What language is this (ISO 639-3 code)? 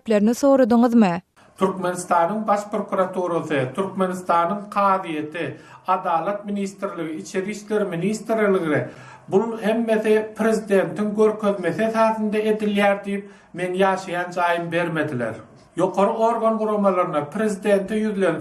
tuk